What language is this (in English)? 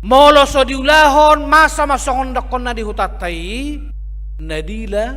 Batak Toba